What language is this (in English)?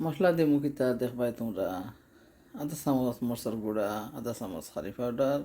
Sylheti